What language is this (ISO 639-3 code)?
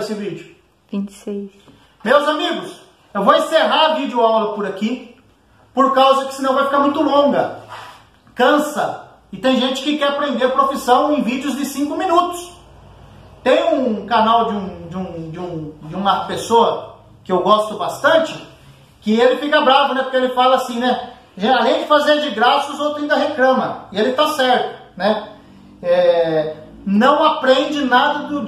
por